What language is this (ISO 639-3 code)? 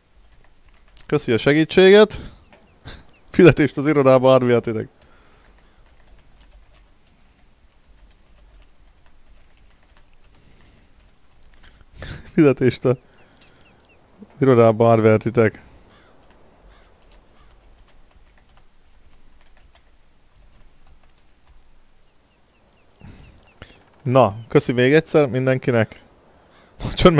hun